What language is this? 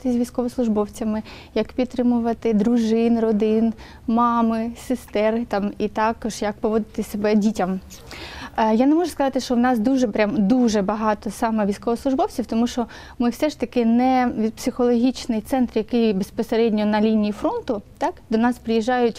Ukrainian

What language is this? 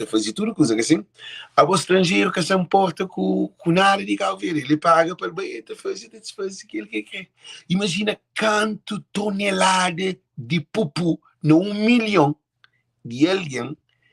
Kabuverdianu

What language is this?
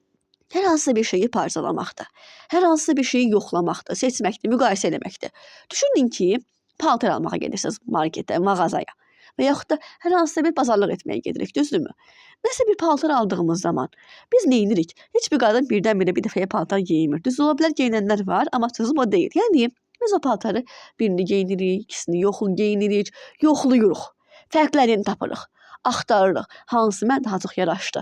Azerbaijani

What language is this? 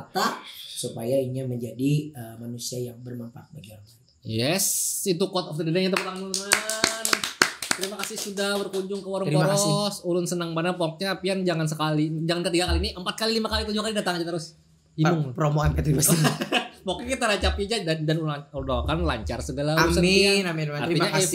Banjar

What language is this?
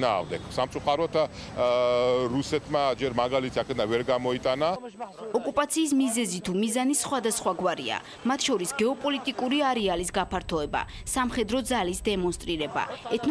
Georgian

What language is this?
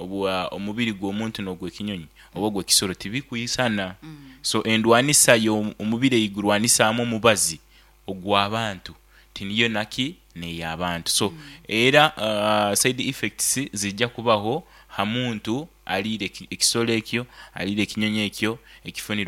Nyankole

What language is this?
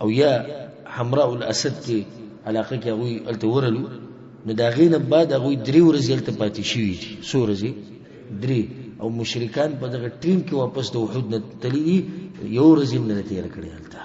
Pashto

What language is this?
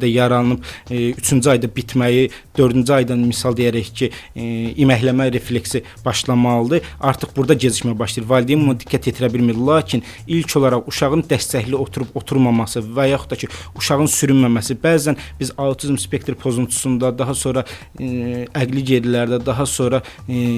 Azerbaijani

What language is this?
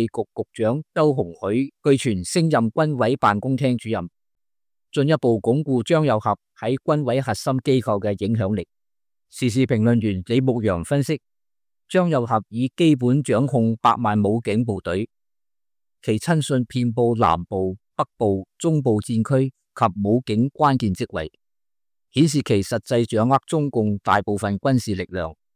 Cantonese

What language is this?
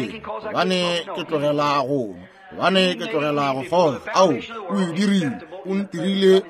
Northern Sotho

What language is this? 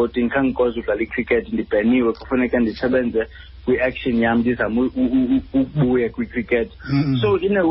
Xhosa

